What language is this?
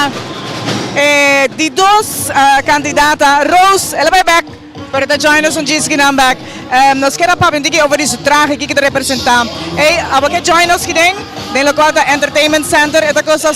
Papiamento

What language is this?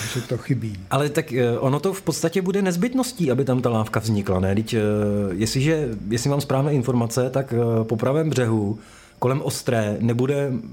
Czech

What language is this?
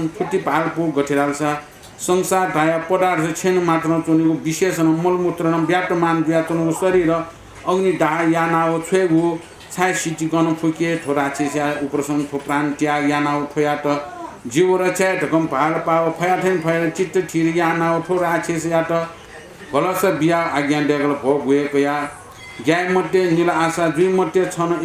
Newari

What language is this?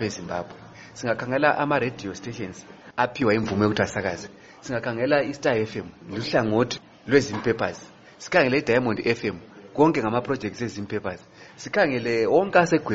North Ndebele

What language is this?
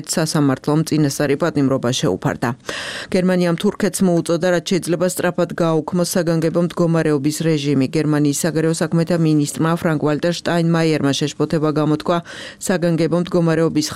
Georgian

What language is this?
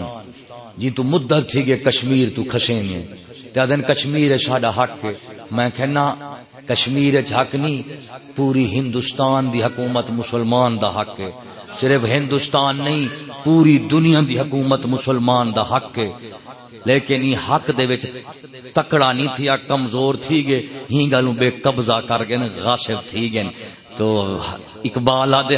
Saraiki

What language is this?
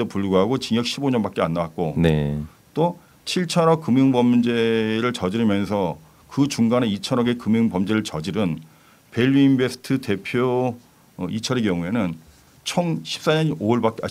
Korean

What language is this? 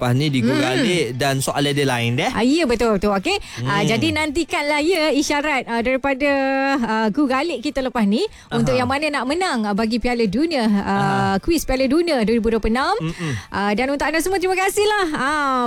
Malay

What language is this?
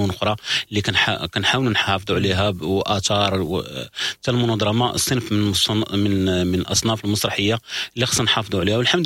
Moroccan Arabic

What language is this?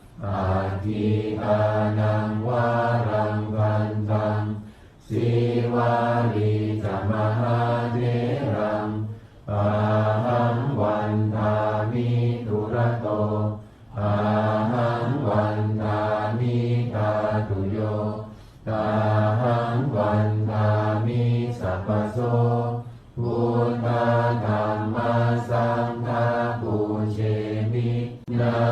Pali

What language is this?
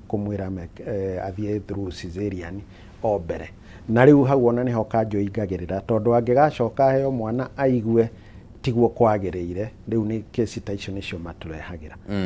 Kikuyu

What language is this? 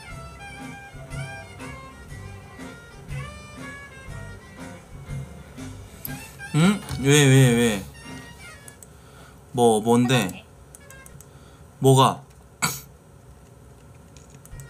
Korean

